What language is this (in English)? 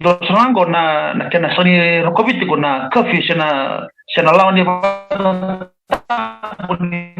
Fijian